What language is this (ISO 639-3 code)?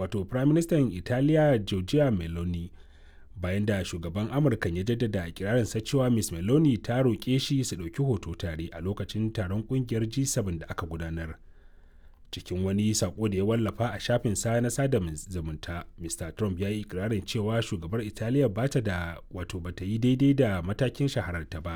hau